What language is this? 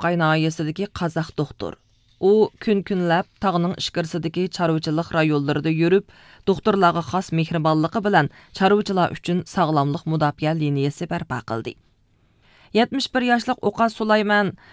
Uyghur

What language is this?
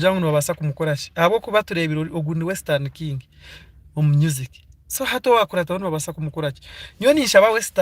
Nyankole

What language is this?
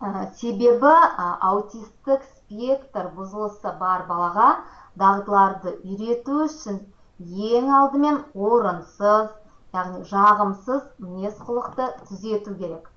Kazakh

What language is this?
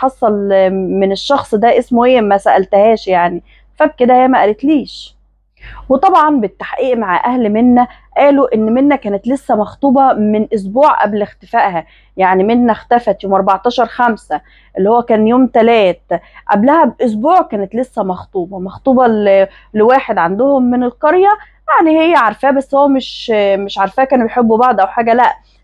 Egyptian Arabic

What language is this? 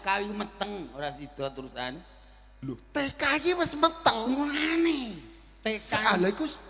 Javanese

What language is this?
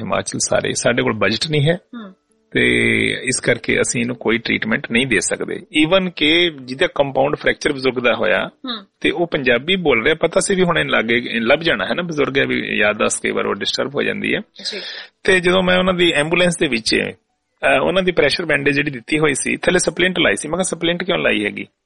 Punjabi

